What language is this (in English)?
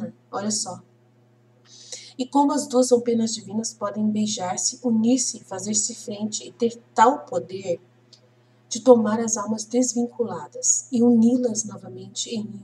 Portuguese